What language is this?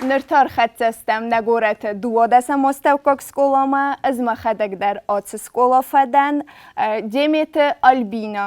Ossetic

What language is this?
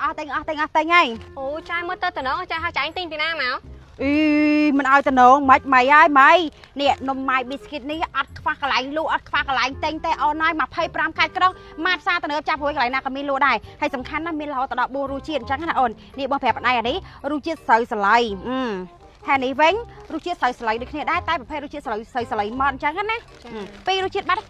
Khmer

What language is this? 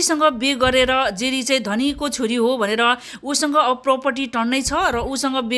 Nepali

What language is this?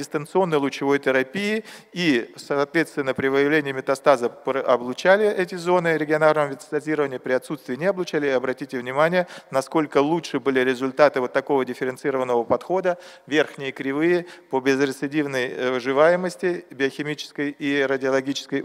Russian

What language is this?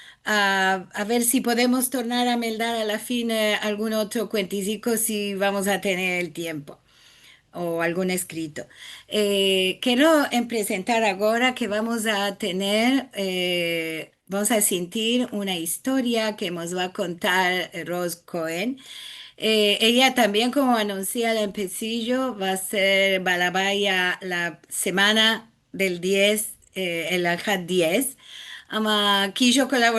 Ladino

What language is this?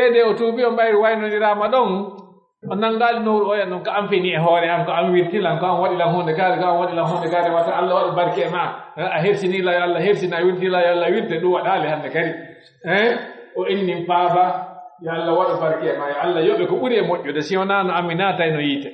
Pular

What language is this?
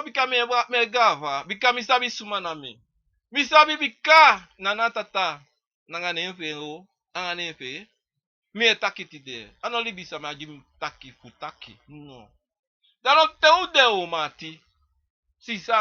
Sranan Tongo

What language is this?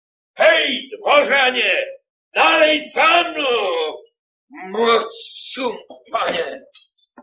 Polish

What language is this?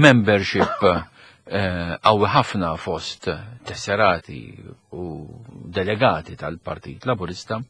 Maltese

